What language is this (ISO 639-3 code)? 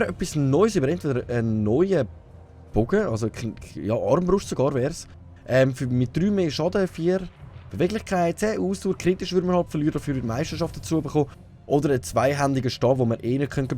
gsw